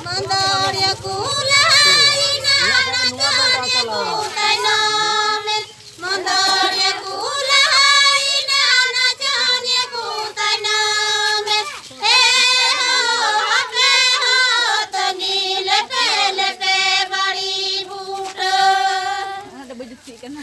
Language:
Santali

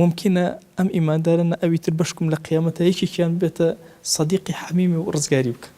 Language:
Central Kurdish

